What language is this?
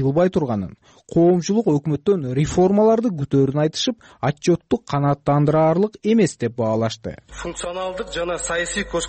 Kyrgyz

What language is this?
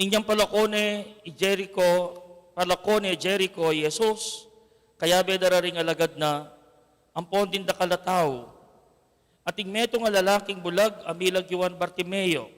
Pampanga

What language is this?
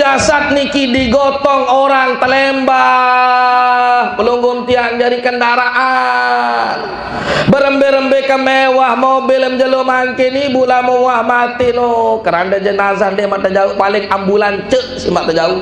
Sasak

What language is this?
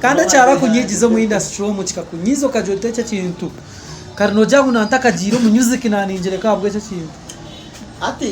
Nyankole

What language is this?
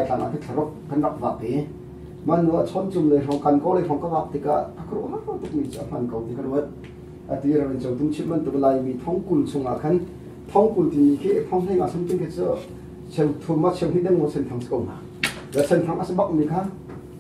Hakha Chin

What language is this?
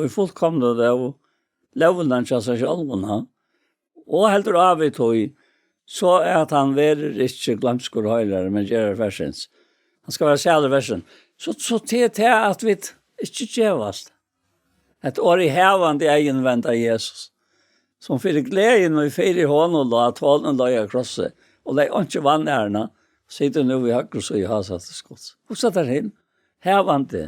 Faroese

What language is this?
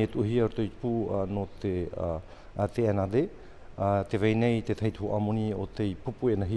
Tahitian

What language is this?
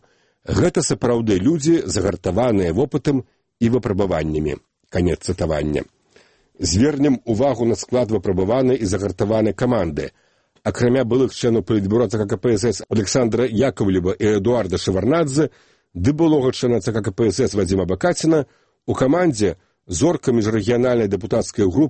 Belarusian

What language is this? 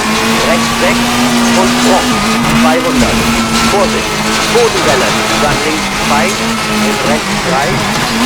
Bavarian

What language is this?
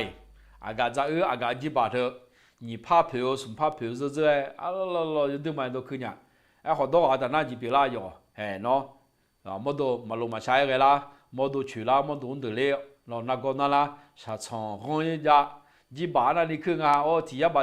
Akha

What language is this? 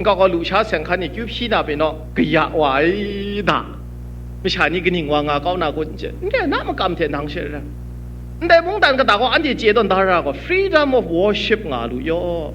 Kachin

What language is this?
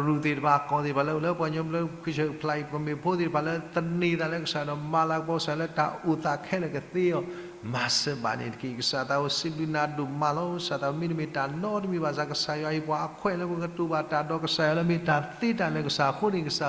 S'gaw Karen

